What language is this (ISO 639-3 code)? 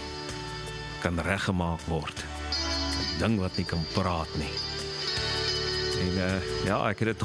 afr